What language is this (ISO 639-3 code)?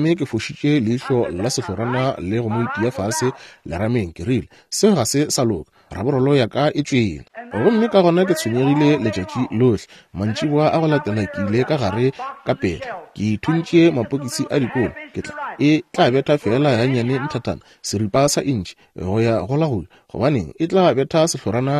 nso